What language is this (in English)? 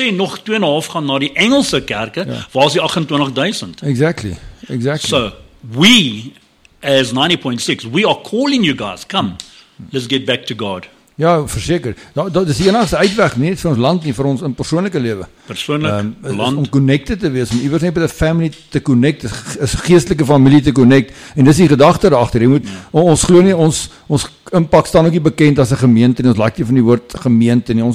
Afrikaans